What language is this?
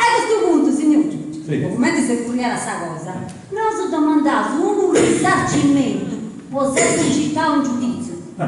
Sardinian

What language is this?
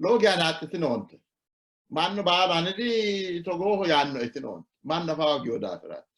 Sidamo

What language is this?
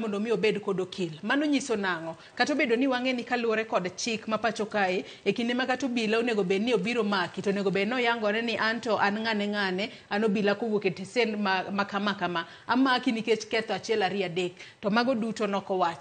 Luo (Kenya and Tanzania)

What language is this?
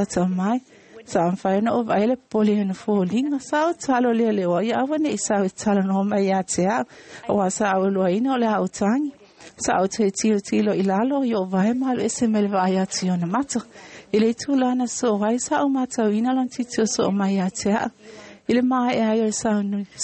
Samoan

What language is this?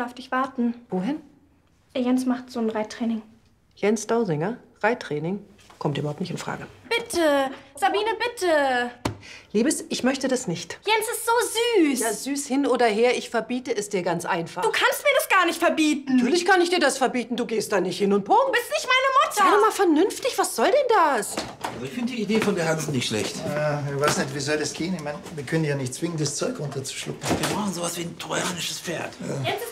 German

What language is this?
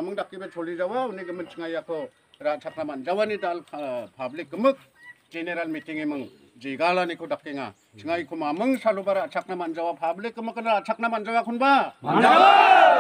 Garo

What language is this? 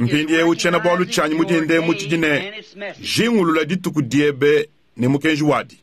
Luba-Lulua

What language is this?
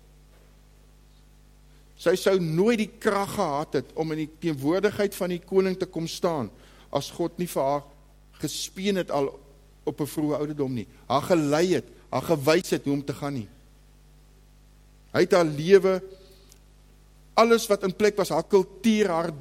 Afrikaans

